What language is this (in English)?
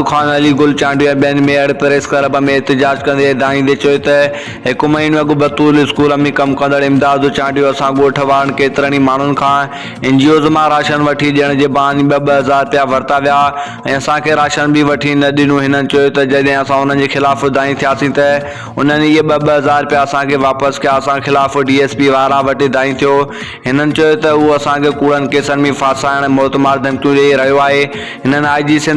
Sindhi